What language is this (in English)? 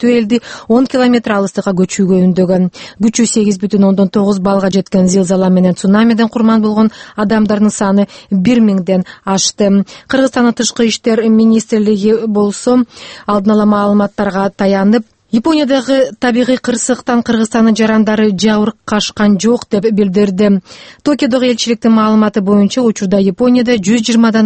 Kyrgyz